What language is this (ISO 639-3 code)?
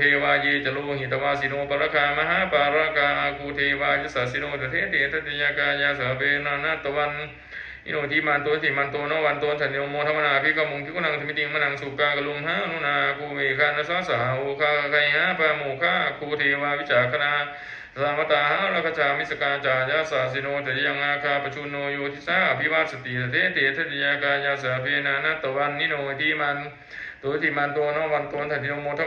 pli